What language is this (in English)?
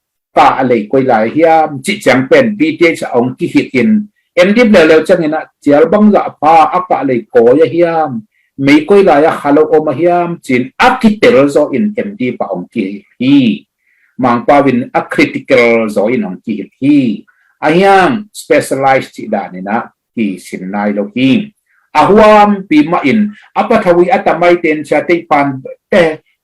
Tedim Chin